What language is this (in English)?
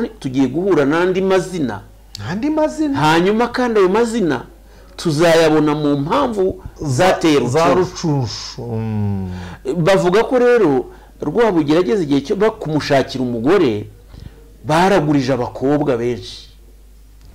Kinyarwanda